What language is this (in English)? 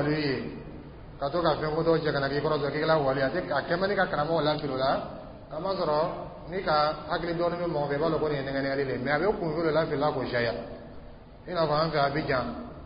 Dyula